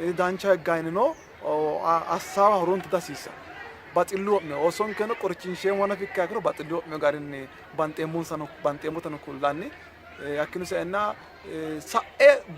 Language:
Sidamo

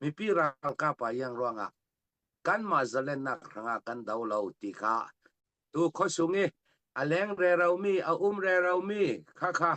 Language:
Falam Chin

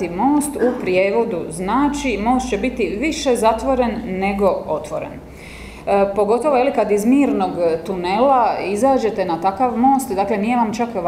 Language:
Croatian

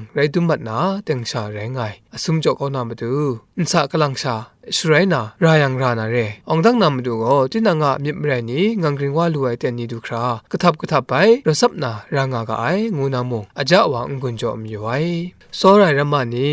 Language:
Kachin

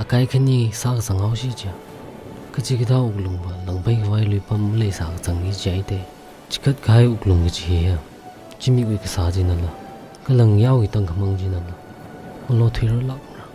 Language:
Tangkhul Naga (India)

